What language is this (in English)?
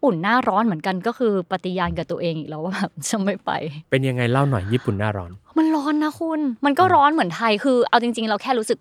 Thai